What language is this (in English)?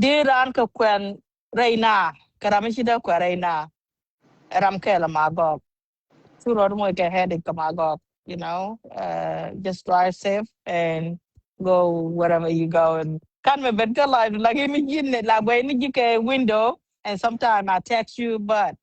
Nuer